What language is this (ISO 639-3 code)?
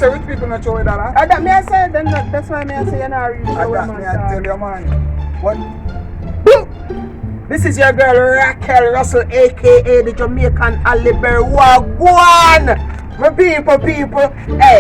jam